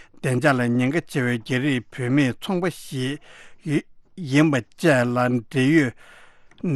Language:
Tibetan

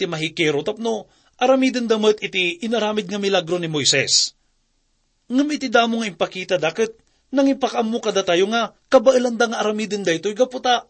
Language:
Iloko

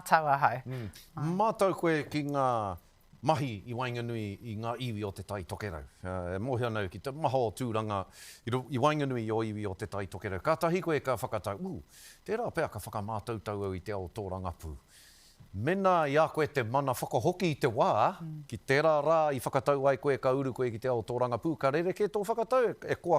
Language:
Māori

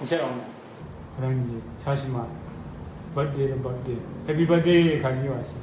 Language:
Rawang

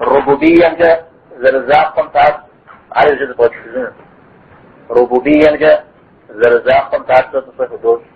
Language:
Kabardian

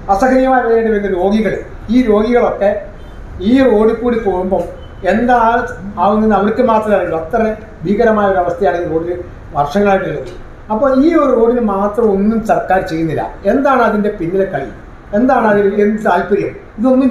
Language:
Malayalam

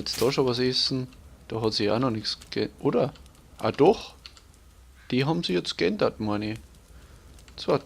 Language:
Bavarian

